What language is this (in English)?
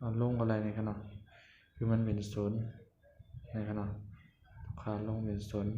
Shan